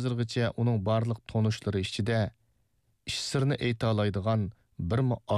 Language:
Uyghur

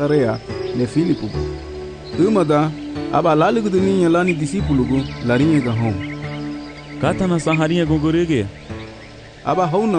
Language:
Garifuna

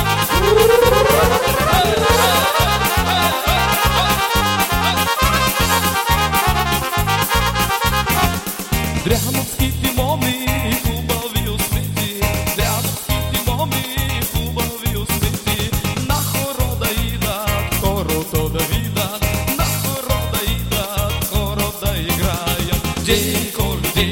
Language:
Bulgarian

